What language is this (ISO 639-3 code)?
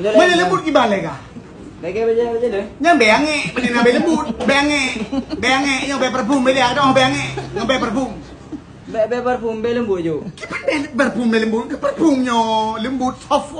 ace